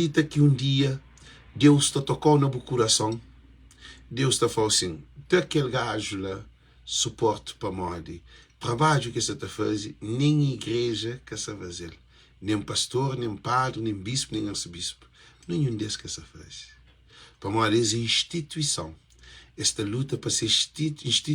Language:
Kabuverdianu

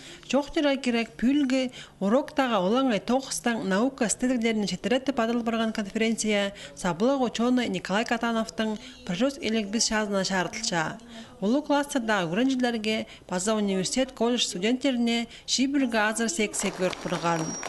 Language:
Khakas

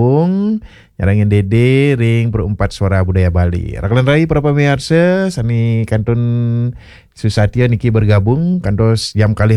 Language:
Balinese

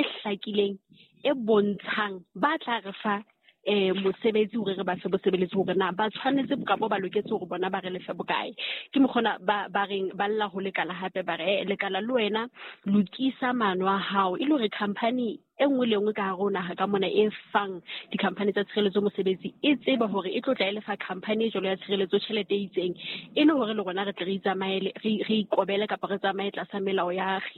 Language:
Southern Sotho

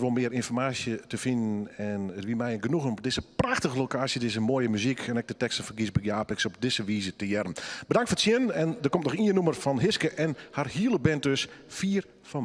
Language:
Western Frisian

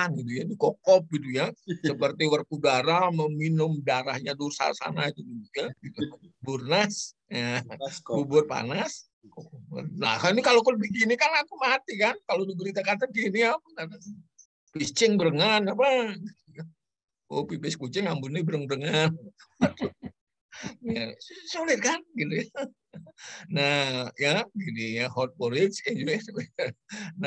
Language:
Indonesian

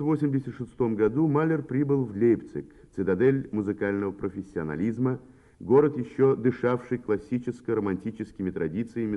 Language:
Russian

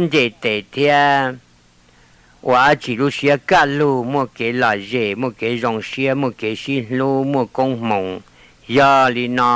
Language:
Hmong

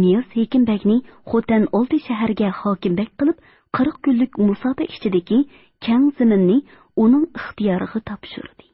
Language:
Uyghur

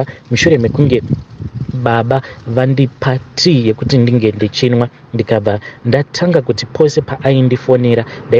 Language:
Shona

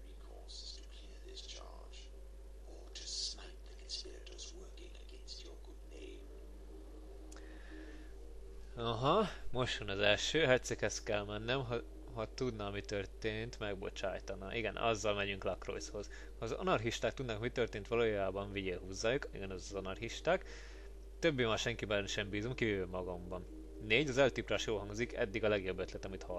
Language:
Hungarian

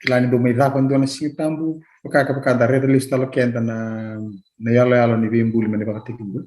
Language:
Fijian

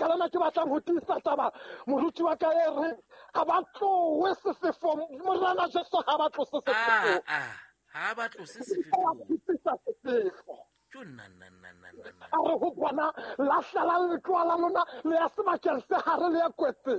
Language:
Southern Sotho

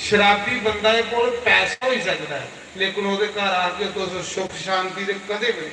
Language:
Dogri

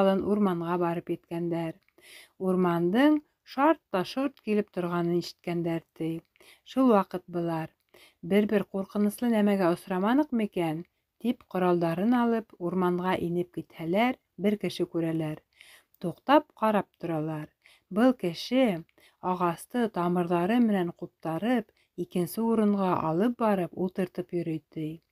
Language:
Bashkir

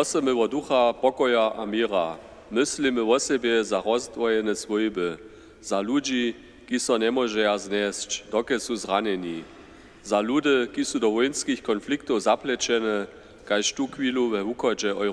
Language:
Upper Sorbian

